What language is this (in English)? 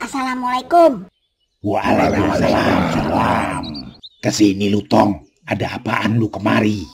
Betawi